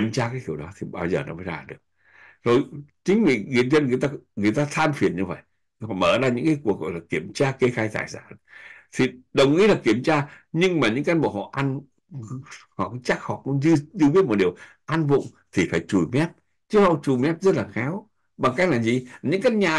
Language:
Vietnamese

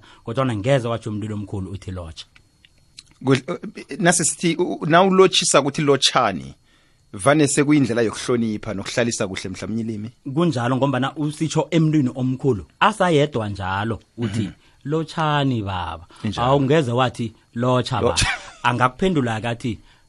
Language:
South Ndebele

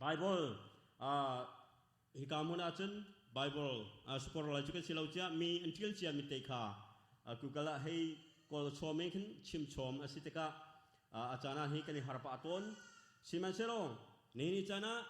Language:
Hakha Chin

